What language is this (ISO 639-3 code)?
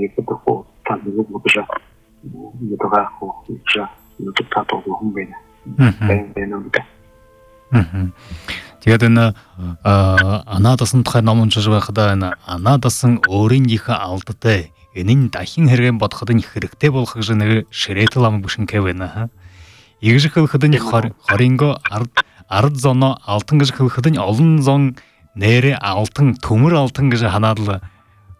bua